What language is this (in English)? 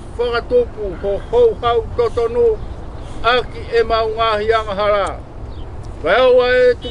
Tongan